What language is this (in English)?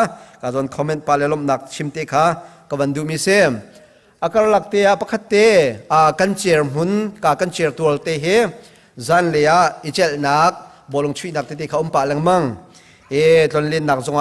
Hakha Chin